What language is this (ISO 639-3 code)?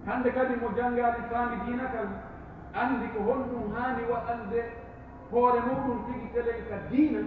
fuf